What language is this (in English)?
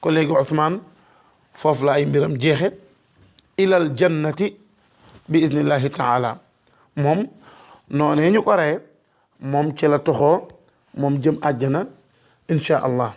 Wolof